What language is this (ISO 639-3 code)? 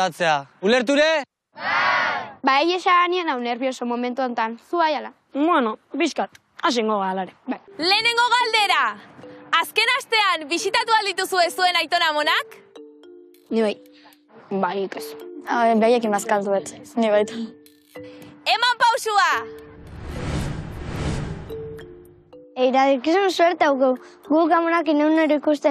eus